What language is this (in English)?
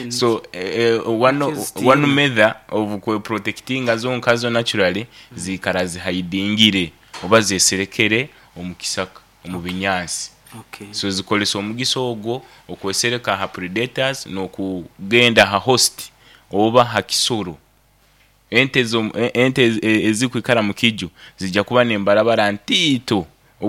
Nyoro